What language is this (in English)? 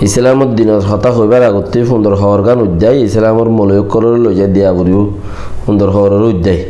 Rohingya